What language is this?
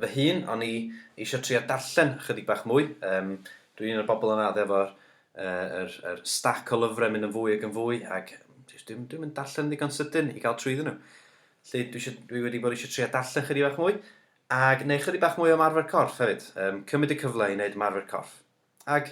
Welsh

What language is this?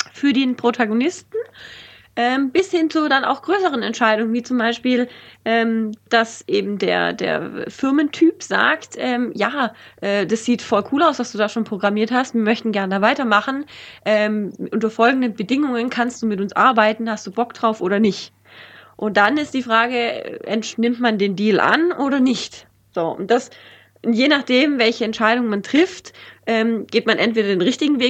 German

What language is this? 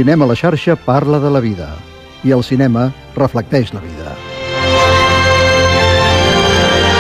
Catalan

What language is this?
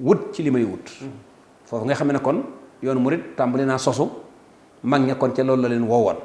Wolof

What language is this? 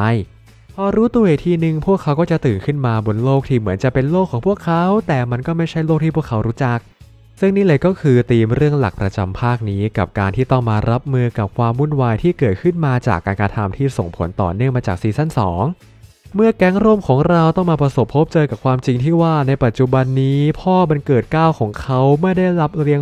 Thai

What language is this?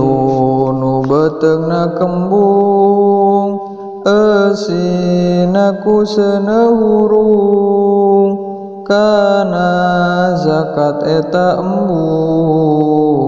Sundanese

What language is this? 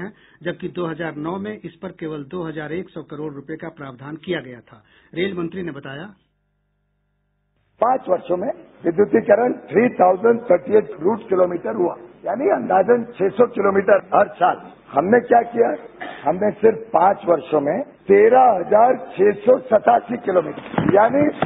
Hindi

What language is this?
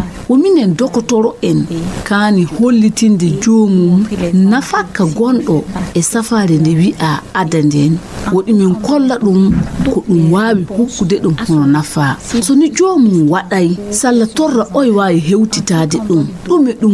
Nigerian Fulfulde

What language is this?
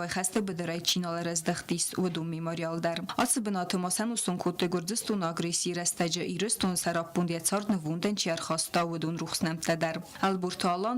Ossetic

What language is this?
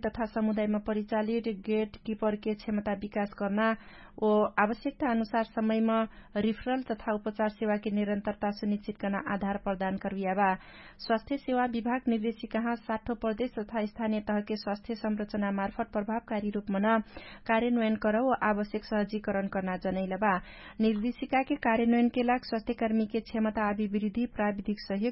Dangaura Tharu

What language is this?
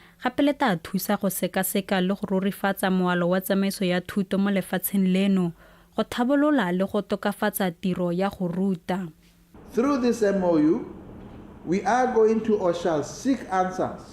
Tswana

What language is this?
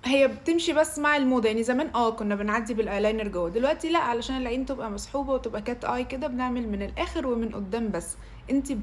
Egyptian Arabic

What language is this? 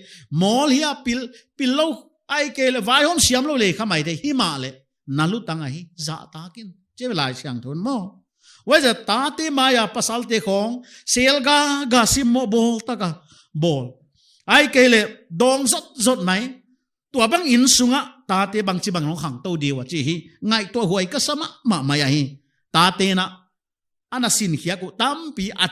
Paite Chin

